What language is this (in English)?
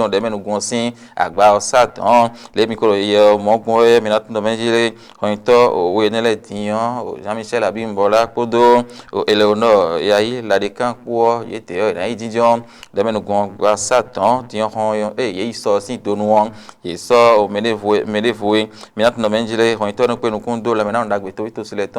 Fon